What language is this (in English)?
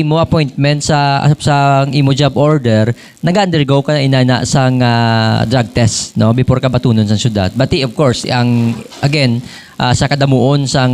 Hiligaynon